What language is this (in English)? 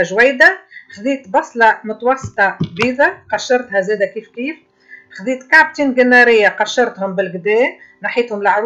Tunisian Arabic